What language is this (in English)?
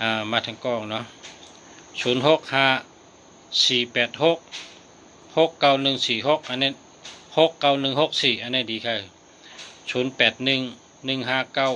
Shan